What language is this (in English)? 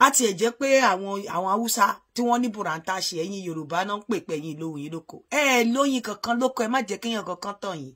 Yoruba